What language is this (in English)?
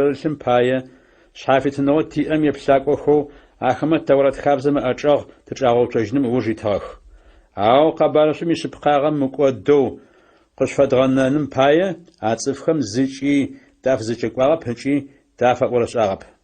Adyghe